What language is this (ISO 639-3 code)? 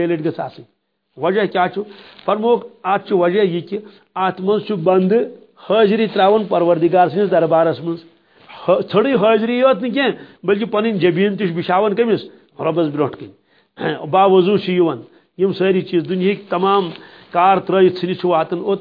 kas